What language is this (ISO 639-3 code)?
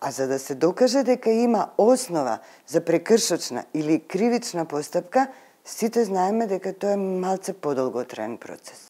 mkd